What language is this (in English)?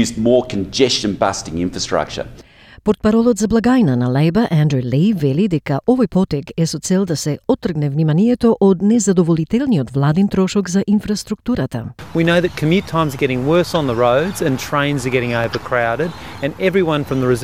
Macedonian